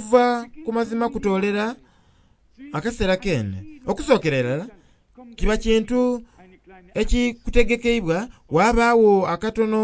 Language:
Soga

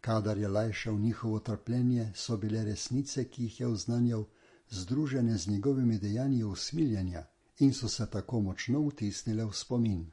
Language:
Slovenian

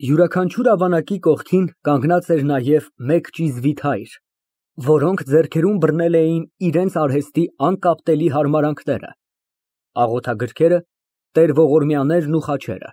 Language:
Armenian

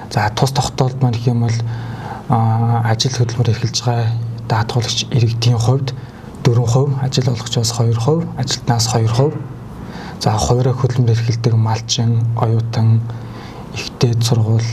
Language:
Mongolian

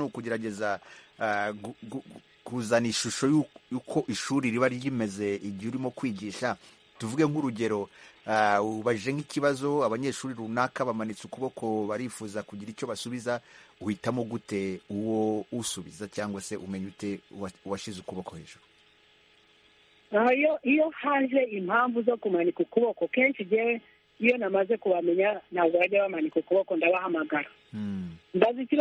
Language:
Kinyarwanda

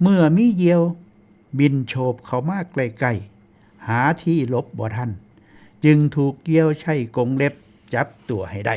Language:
Northeastern Thai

